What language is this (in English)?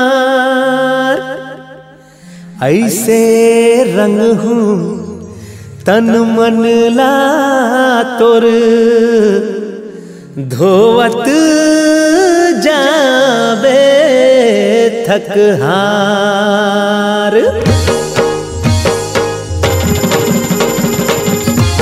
Chhattisgarhi